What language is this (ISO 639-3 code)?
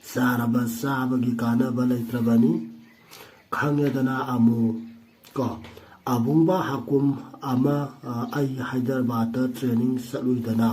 mni